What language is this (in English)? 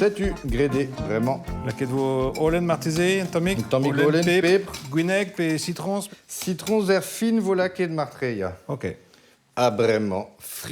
Breton